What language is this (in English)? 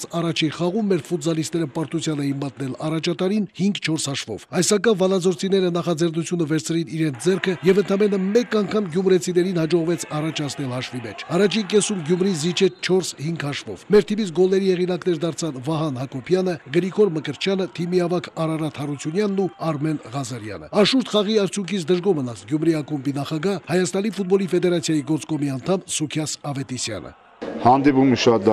Armenian